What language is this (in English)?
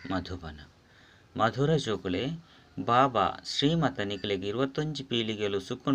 Tulu